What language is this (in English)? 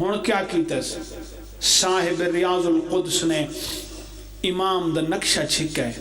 Pahari-Potwari